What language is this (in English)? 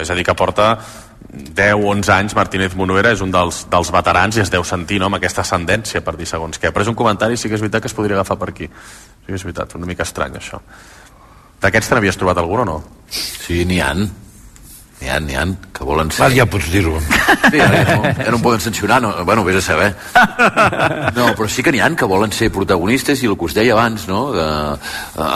Catalan